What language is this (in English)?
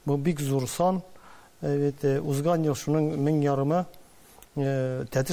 Tatar